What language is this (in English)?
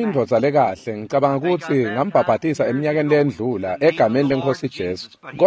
Swati